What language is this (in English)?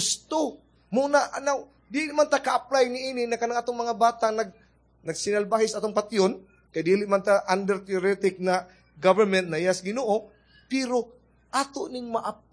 Cebuano